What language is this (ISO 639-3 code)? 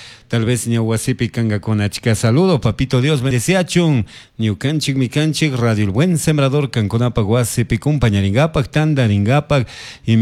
qug